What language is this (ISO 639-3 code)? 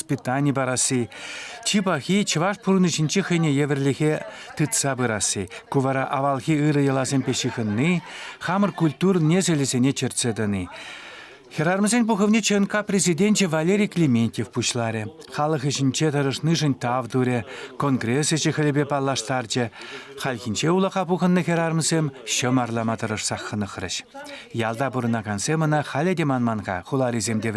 chv